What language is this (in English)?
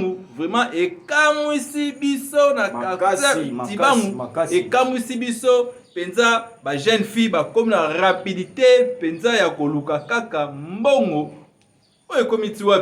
Lingala